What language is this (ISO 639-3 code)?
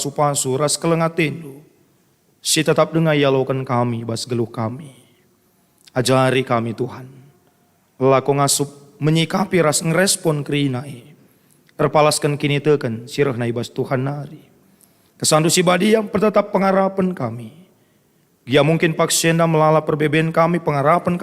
btx